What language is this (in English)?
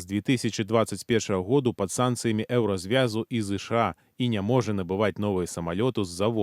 Belarusian